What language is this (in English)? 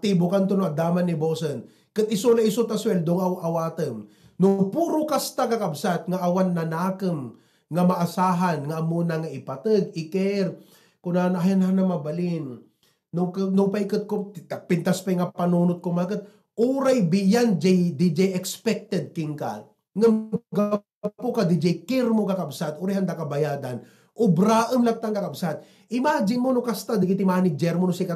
Iloko